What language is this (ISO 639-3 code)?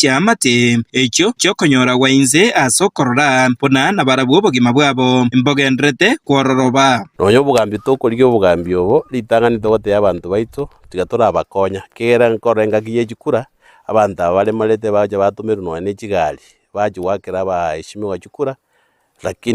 guz